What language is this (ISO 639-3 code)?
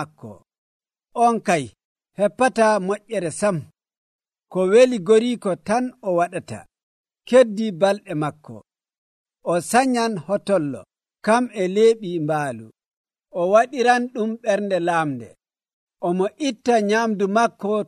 fuv